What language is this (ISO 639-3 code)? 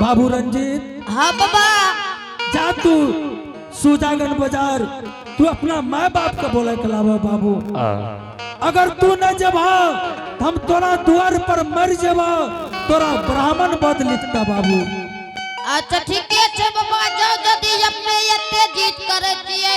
anp